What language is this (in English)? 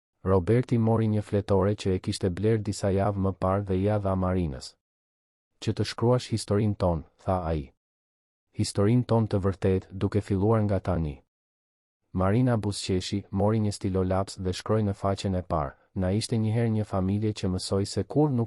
Albanian